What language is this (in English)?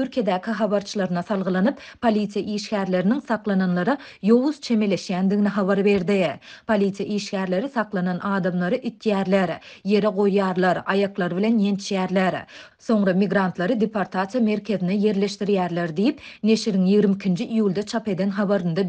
Turkmen